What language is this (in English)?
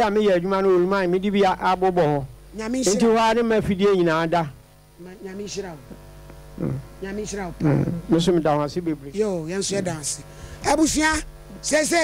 Akan